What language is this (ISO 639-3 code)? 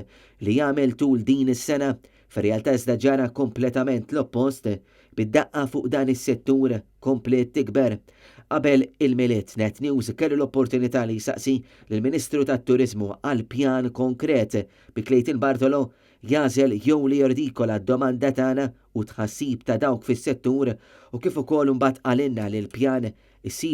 mlt